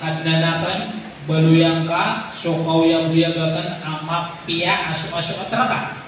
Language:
Maranao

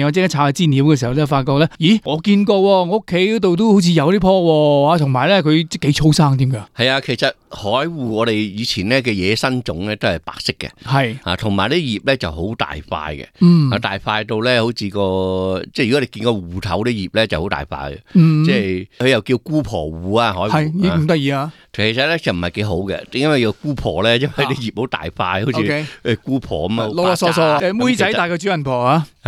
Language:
Cantonese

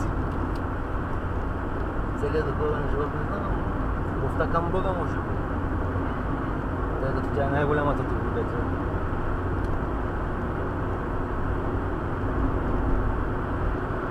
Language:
Bulgarian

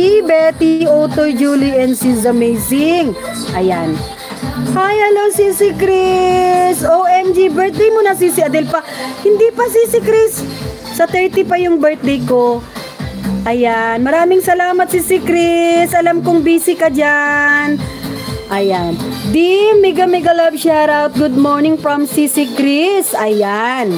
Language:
Filipino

